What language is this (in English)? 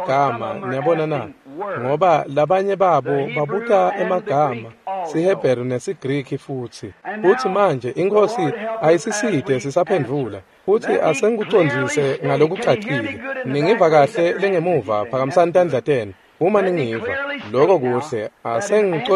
Swati